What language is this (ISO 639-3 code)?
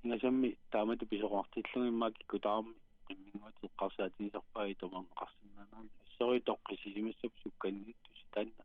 kal